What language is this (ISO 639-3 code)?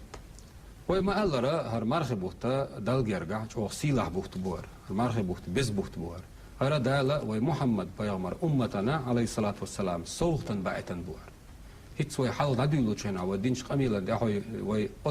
che